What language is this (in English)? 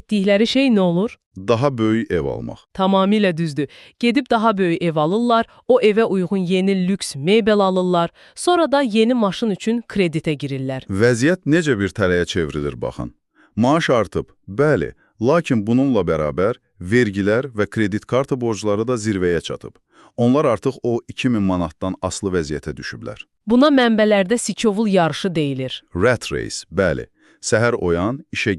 Azerbaijani